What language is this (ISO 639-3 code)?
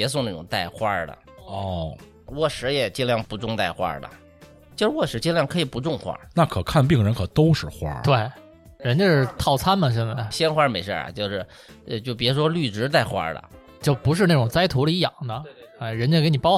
zho